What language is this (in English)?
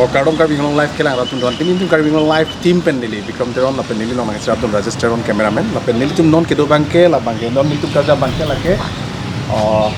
Karbi